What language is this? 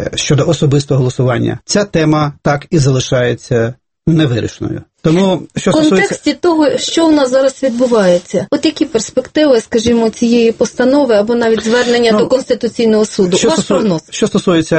Ukrainian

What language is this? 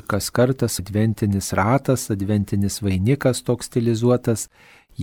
Lithuanian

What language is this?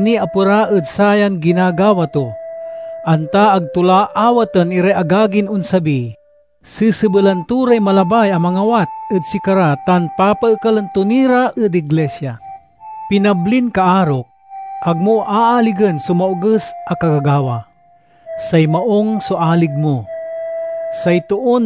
Pangasinan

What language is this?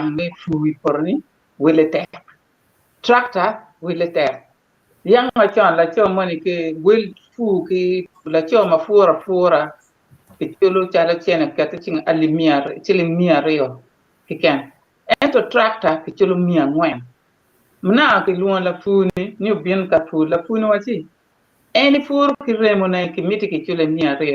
Acoli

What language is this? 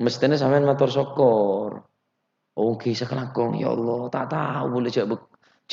Madurese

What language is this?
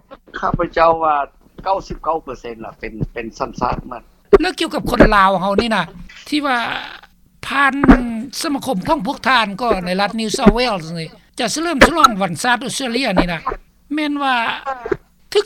Lao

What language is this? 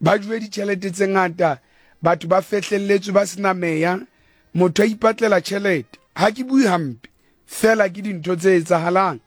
Southern Sotho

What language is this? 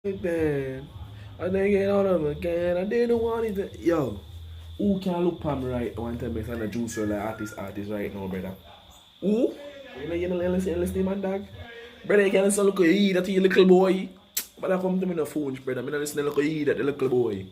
Jamaican Creole English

